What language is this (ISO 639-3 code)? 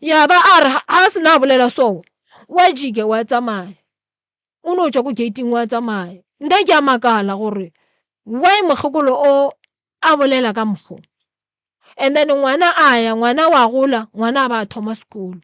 nso